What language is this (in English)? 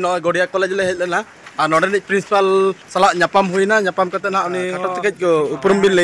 Santali